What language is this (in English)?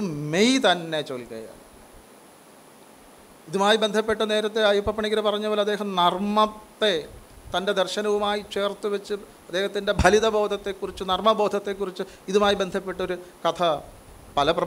Malayalam